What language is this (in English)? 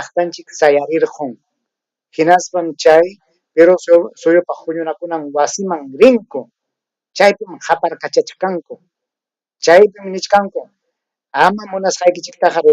Ayacucho Quechua